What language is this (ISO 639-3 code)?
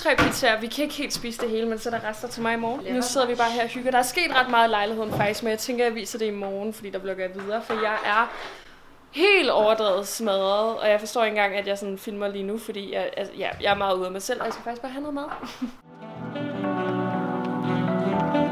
dan